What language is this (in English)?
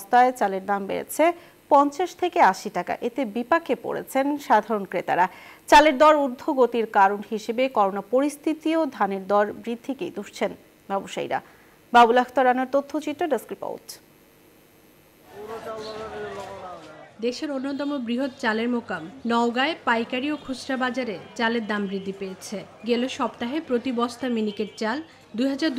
Bangla